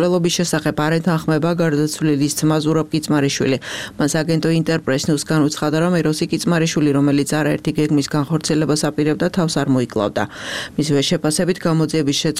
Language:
Georgian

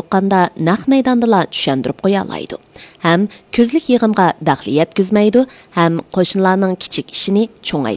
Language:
Uyghur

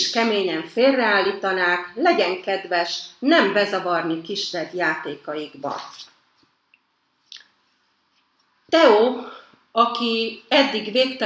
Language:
Hungarian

